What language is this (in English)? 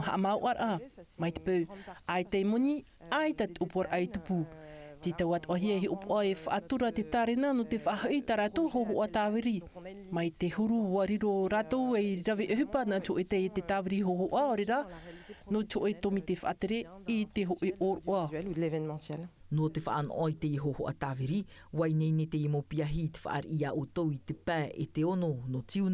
Tahitian